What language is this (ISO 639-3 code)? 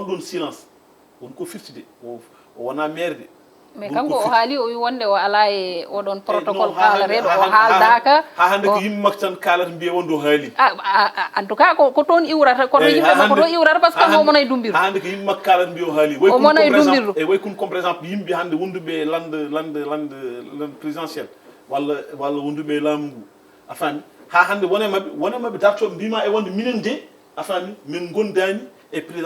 ful